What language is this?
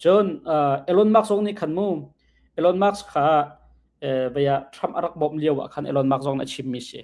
Hakha Chin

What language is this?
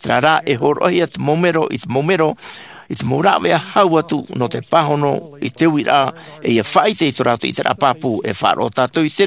Tahitian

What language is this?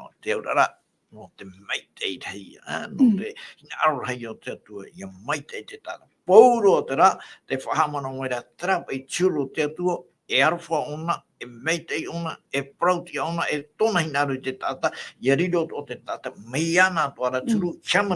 Tahitian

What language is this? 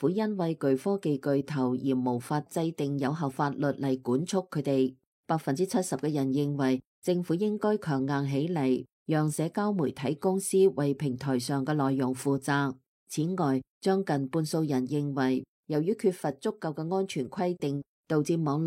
Cantonese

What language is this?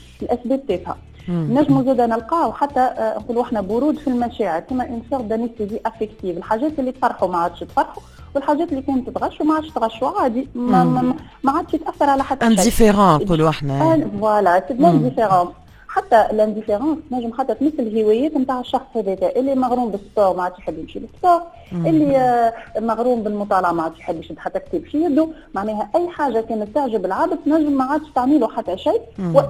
Tunisian Arabic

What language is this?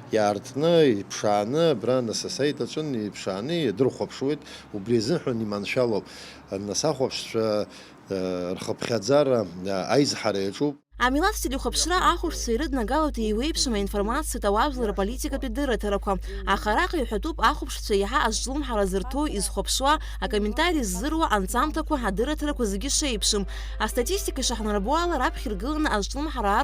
Abkhazian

